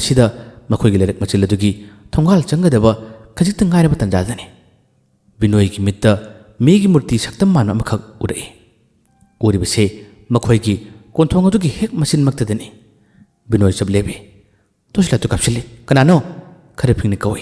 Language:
Manipuri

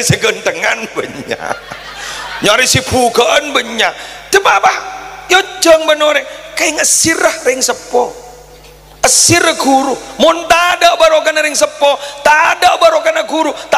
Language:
Madurese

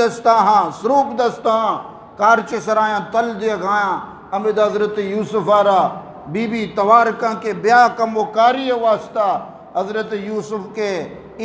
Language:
Eastern Balochi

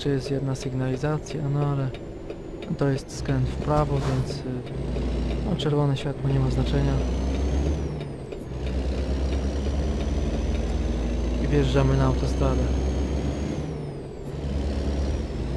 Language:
Polish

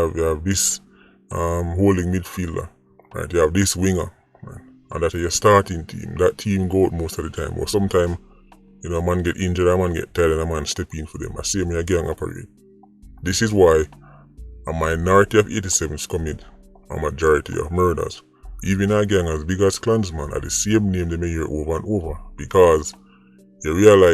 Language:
Jamaican Creole English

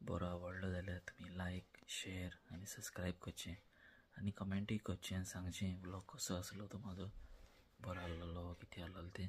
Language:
Konkani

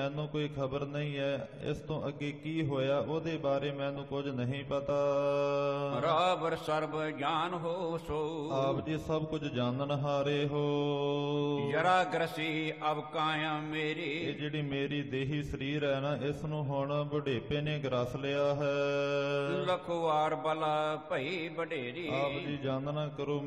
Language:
Punjabi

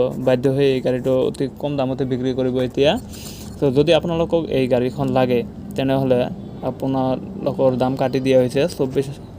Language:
Assamese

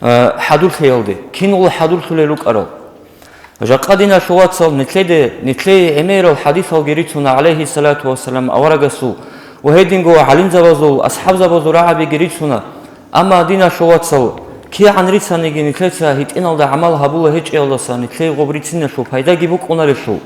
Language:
Avaric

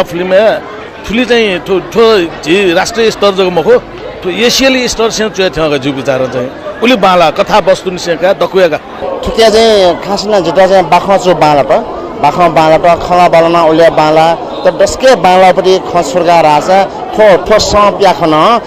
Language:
Newari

